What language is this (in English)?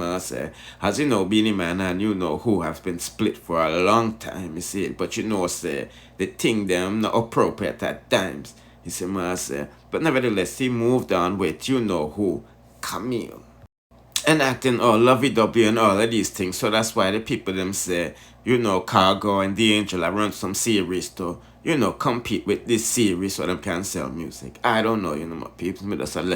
Jamaican Creole English